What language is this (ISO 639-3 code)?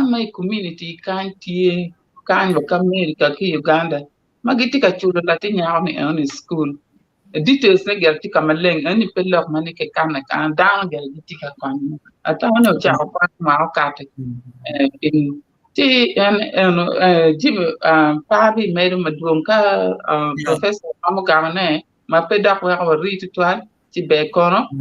ach